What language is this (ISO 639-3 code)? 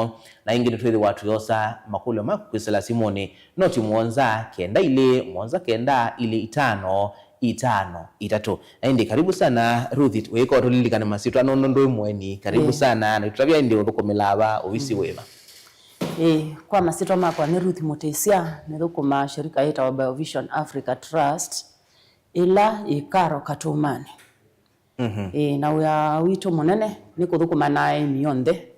kam